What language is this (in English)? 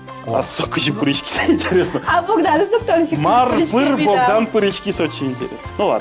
Udmurt